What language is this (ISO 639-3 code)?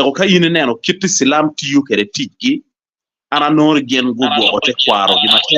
ach